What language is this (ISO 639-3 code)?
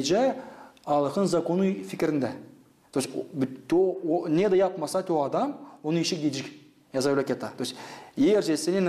gag